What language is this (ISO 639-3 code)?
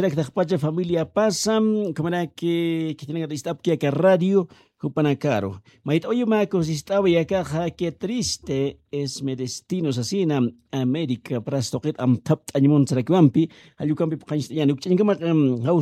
aym